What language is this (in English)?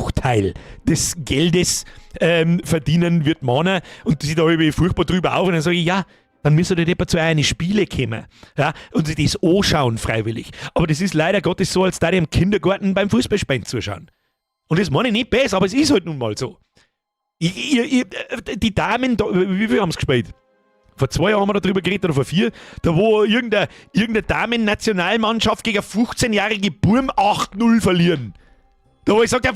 Bavarian